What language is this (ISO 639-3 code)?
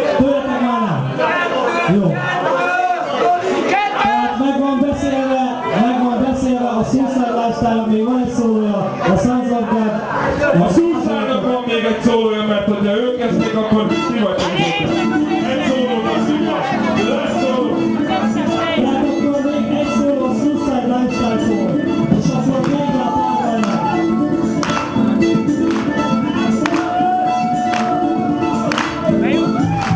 hun